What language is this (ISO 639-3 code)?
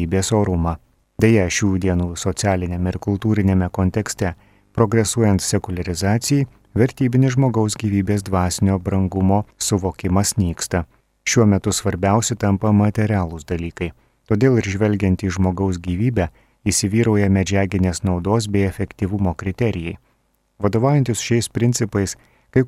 lit